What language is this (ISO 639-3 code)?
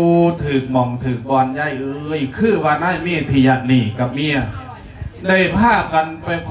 lao